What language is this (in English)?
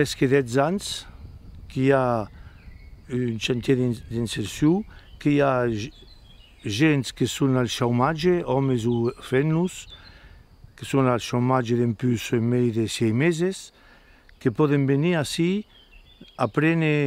Occitan